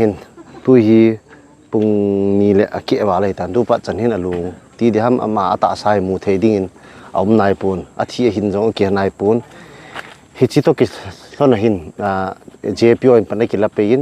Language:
Paite Chin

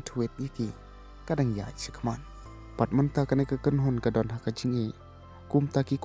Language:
Khasi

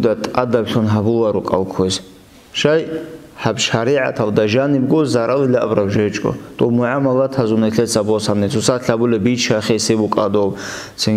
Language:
Avaric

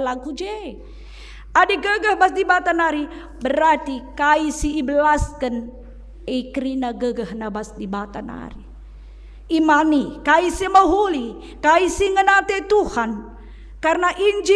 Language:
Batak Karo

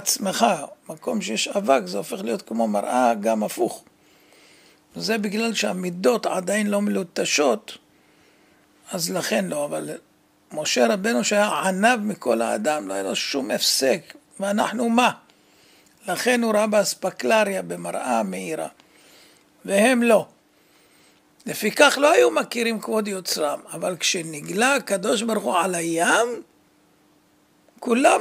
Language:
Hebrew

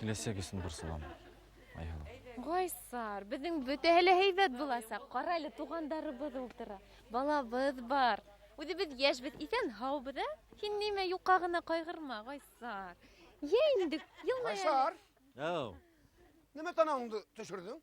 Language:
Bashkir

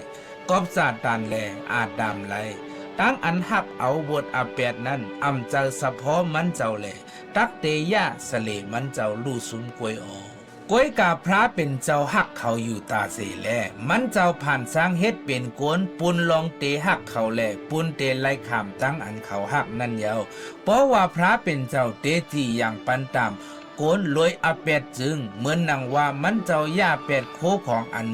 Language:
Shan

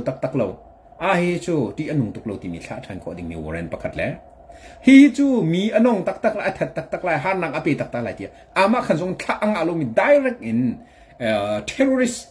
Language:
Hakha Chin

